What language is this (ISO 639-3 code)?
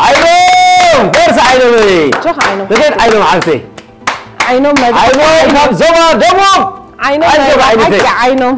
tir